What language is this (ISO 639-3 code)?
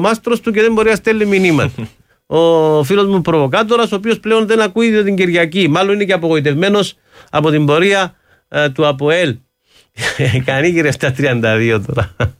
ell